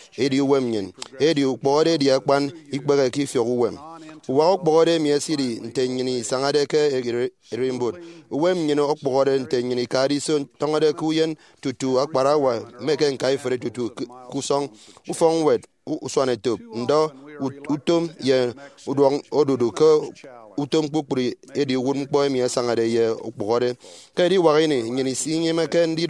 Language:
Efik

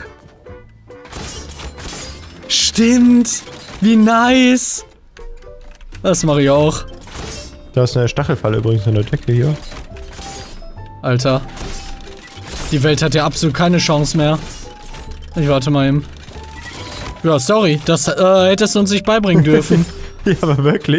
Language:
German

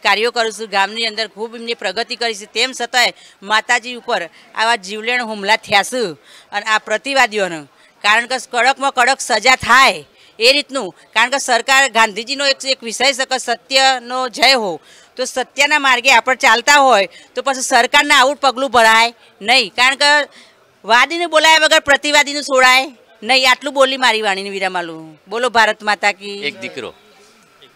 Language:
Gujarati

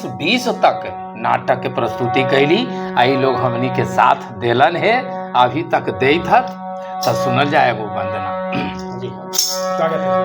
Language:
Magahi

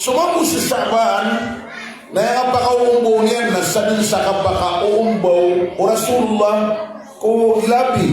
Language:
Maranao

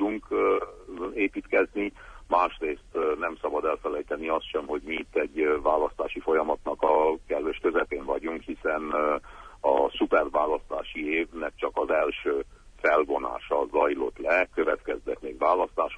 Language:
Hungarian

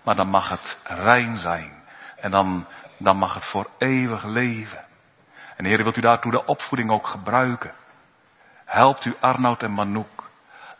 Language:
Dutch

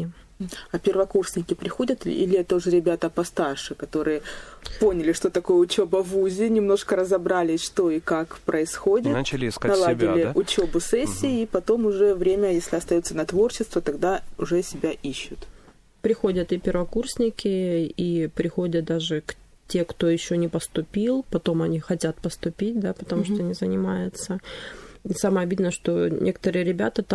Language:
Russian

